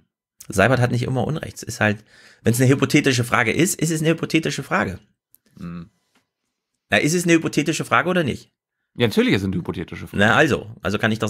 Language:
German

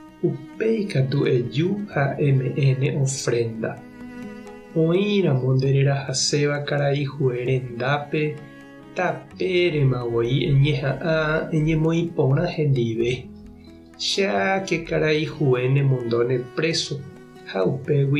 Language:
Guarani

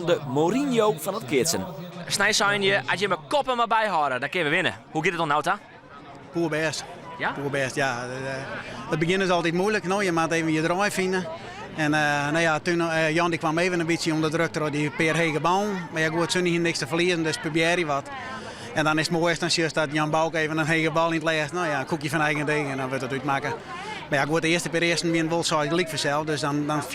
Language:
Western Frisian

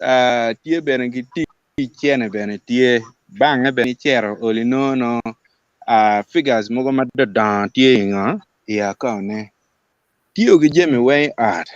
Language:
Acoli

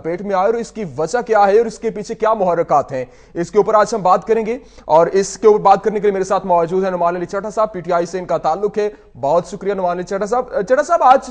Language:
Urdu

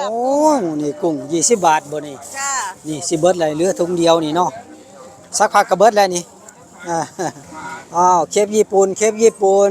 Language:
Northeastern Thai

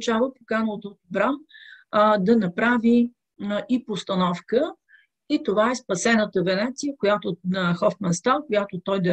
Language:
Bulgarian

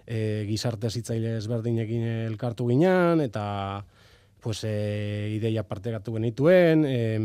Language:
Basque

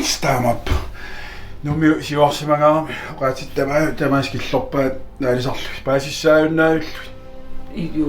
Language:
Kalaallisut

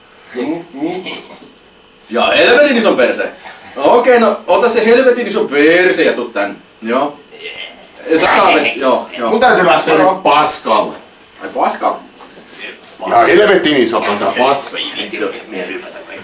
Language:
Finnish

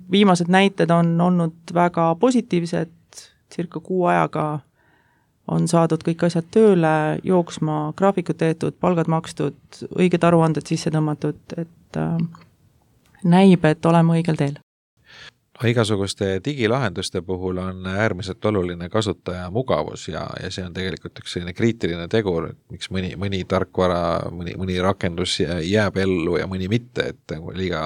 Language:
Estonian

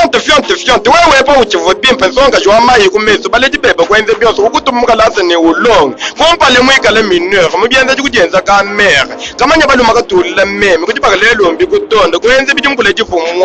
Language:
Luba-Lulua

